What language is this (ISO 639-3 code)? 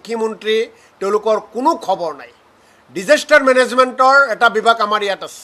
asm